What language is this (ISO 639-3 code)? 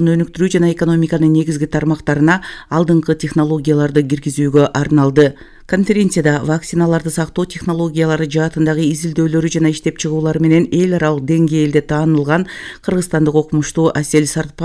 kir